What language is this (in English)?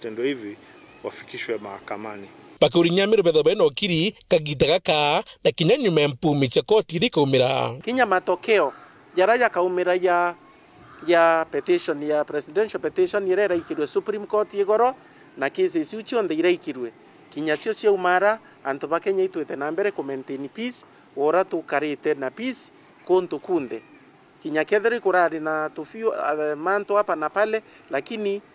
Meru